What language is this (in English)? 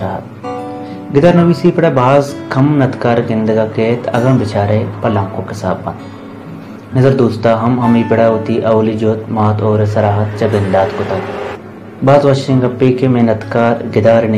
Baluchi